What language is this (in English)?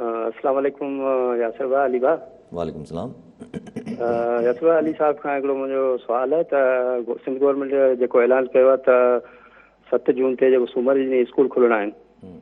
Sindhi